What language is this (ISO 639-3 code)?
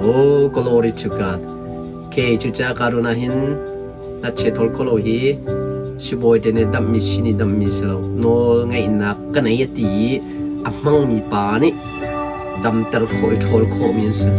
cnh